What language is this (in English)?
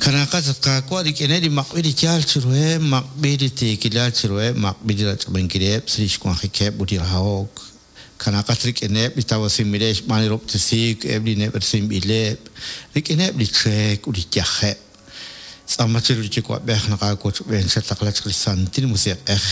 Kekchí